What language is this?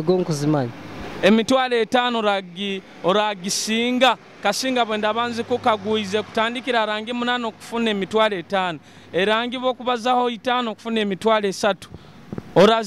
Nyoro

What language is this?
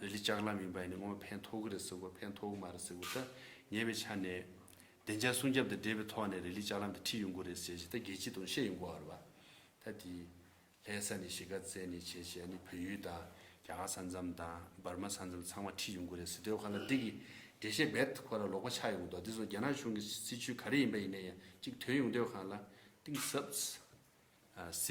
Tibetan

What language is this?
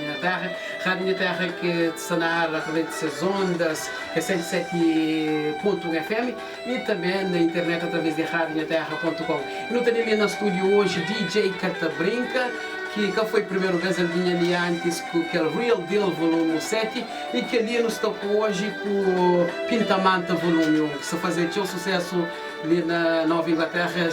Kabuverdianu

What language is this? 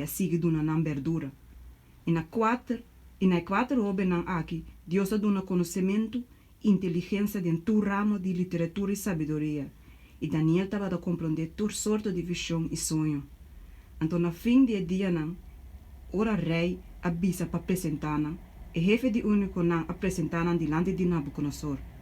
Papiamento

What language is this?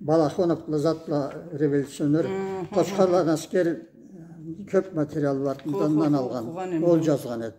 Karachay-Balkar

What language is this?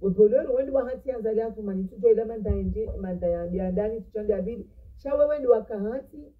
Ngazidja Comorian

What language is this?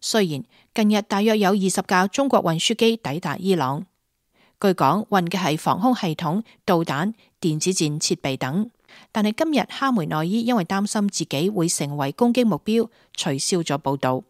Cantonese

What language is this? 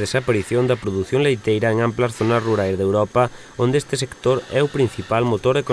Galician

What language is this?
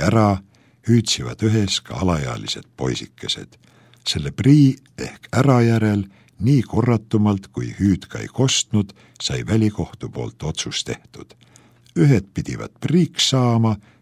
Estonian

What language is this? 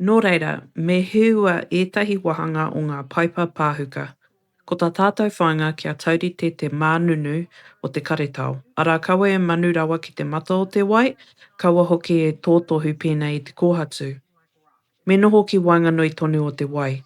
Māori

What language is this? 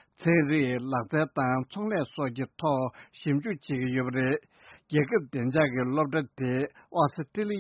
Tibetan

